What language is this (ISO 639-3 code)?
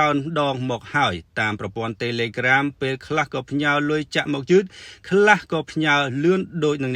khm